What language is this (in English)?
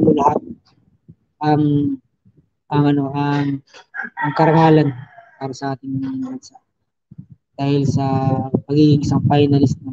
Filipino